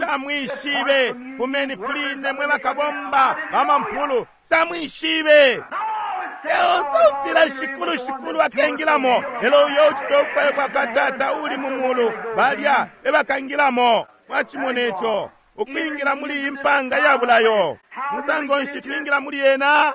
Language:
Bemba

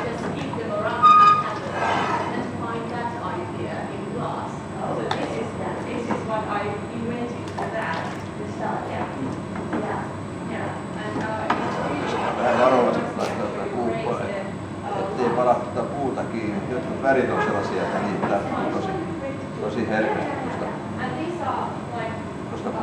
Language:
Finnish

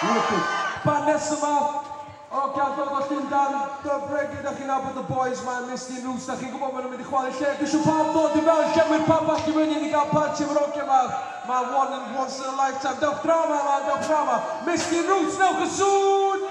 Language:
Welsh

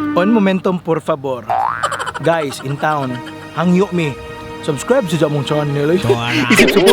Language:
Cebuano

